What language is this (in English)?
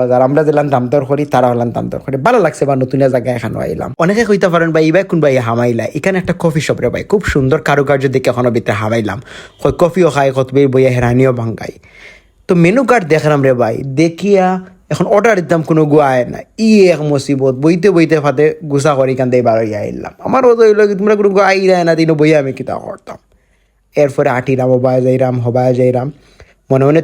Sylheti